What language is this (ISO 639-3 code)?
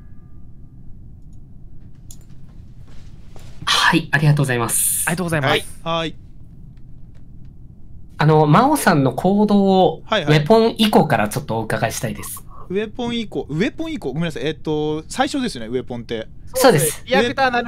jpn